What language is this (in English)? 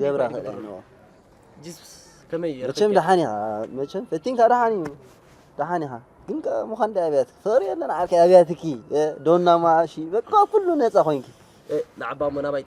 Tigrinya